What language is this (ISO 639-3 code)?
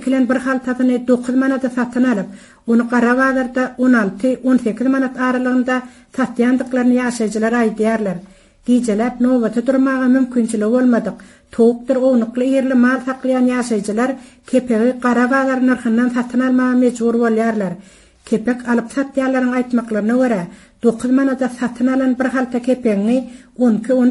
tuk